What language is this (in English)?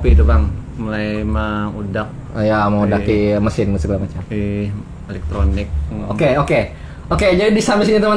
Banjar